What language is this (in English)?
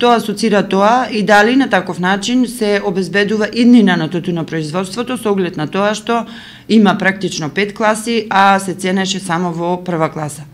Macedonian